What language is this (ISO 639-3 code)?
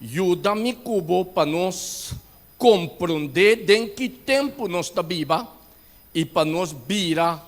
pap